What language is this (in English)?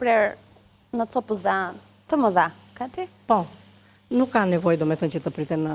Albanian